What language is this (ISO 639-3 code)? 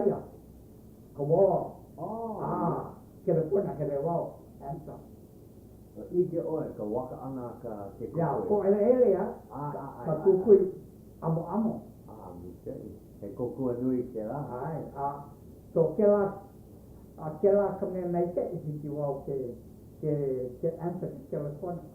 haw